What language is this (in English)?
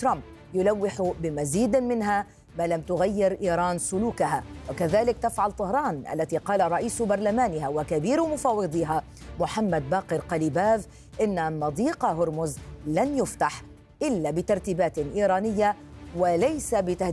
Arabic